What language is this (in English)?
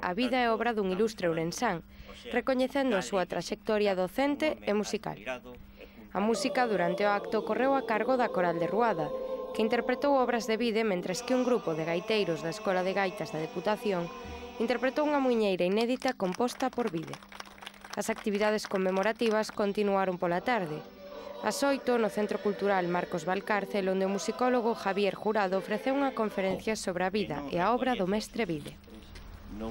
Galician